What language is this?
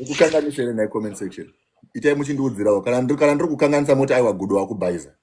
Shona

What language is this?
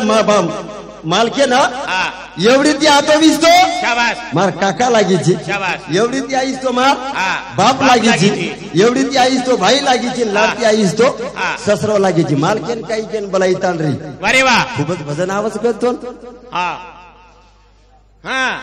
Lambadi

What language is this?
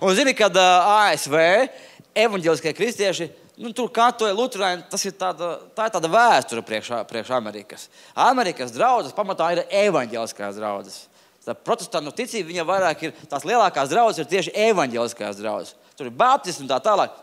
Latvian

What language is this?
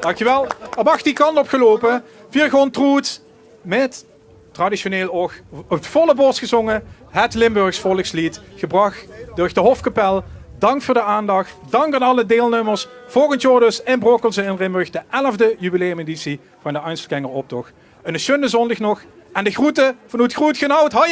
Limburgish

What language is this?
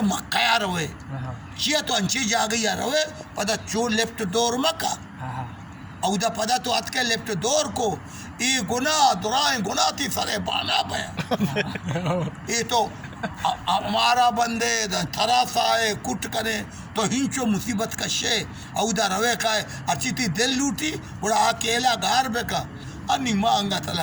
Baluchi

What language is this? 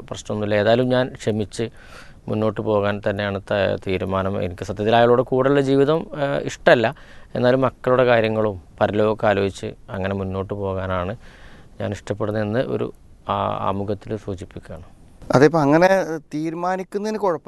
Malayalam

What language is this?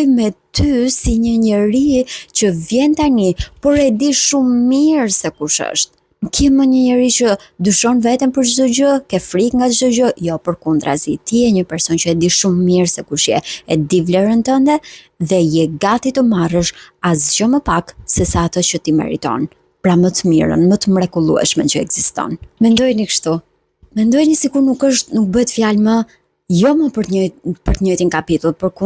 Albanian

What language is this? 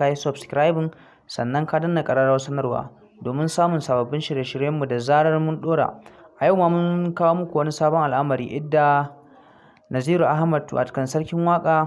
Hausa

